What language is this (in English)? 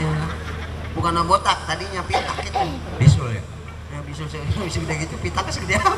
Betawi